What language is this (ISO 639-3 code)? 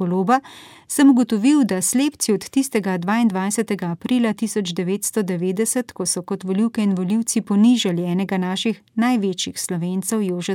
slv